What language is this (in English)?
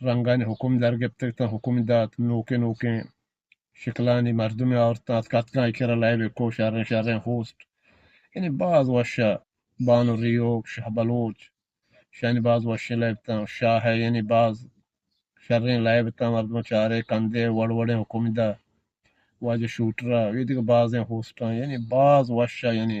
Eastern Balochi